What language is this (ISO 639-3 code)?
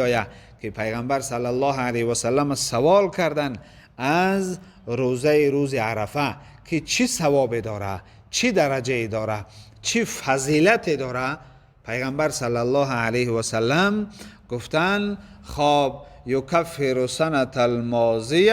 tgk